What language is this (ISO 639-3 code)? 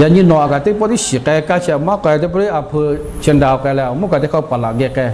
lhu